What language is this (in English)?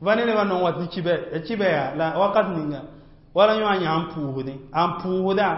Mossi